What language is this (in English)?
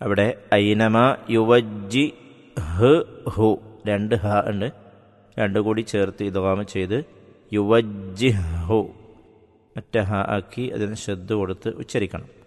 Malayalam